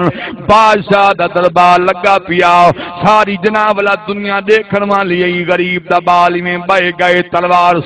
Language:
Saraiki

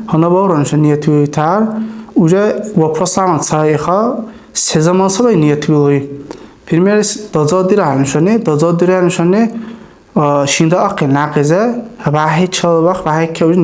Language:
Dargwa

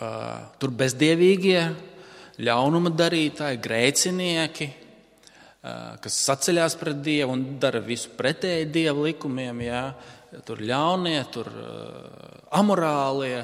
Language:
Latvian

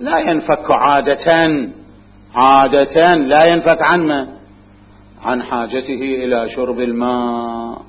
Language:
Mesopotamian Arabic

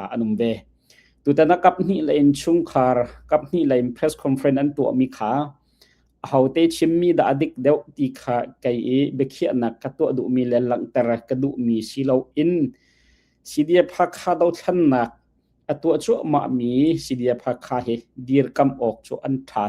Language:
Hakha Chin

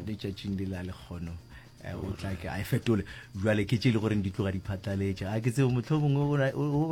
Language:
Northern Sotho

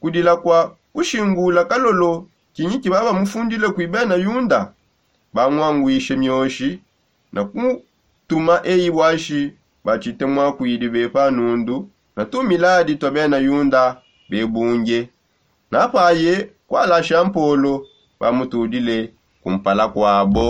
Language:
Songe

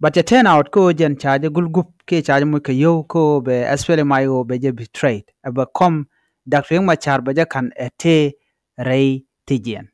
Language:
Nuer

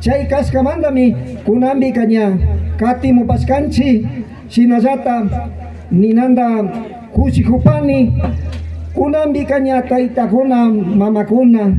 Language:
Imbabura Highland Quichua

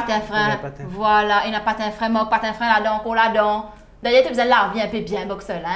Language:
Morisyen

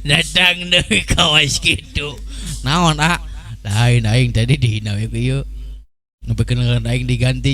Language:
Sundanese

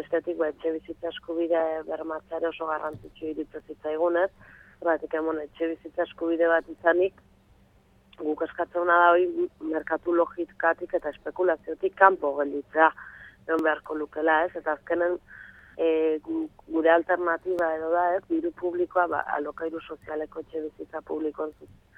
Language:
Basque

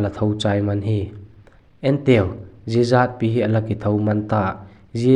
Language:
Vaiphei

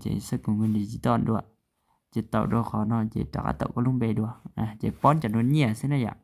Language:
Hmong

